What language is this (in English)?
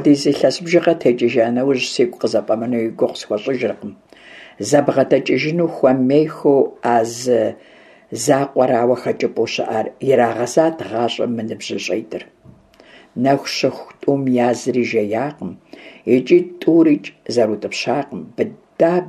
Kabardian